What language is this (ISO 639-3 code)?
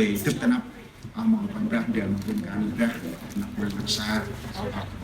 cmo